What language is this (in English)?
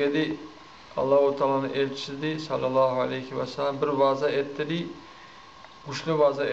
Kumyk